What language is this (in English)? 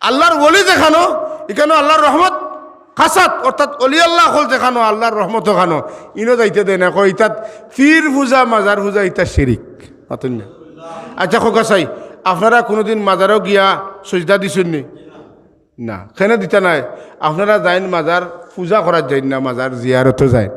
Sylheti